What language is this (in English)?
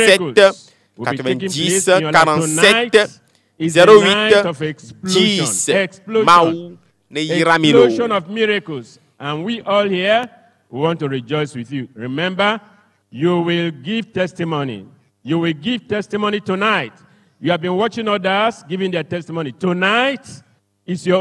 Ewe